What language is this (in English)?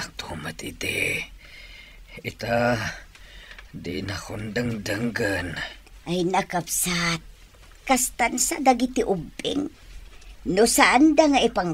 Iloko